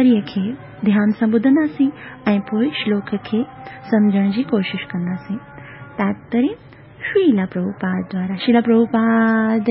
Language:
Sindhi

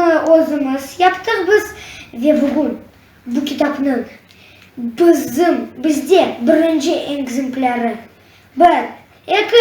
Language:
Crimean Tatar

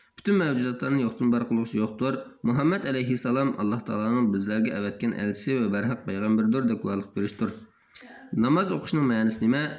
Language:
Uyghur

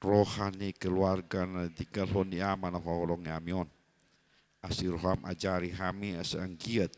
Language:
Batak Toba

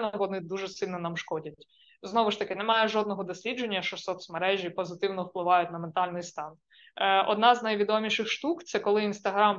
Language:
Ukrainian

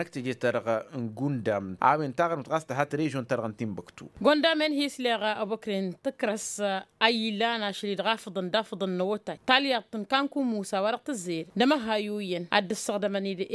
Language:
Tamasheq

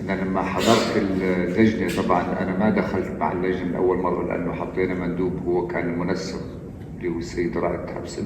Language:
North Levantine Arabic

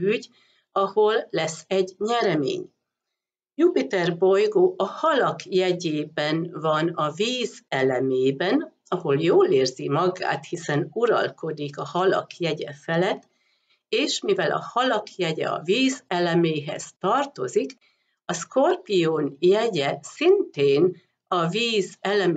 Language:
Hungarian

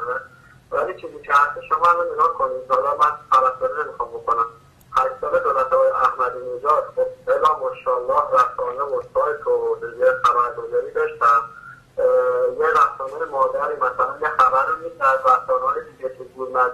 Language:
Persian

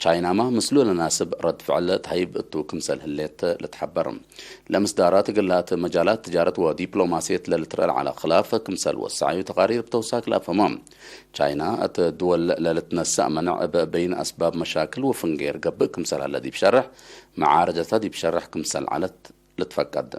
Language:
Tigre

